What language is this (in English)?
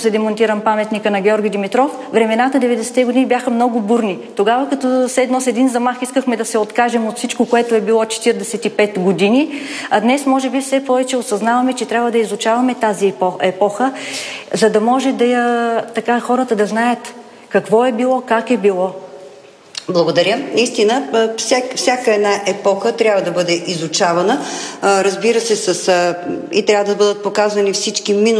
Bulgarian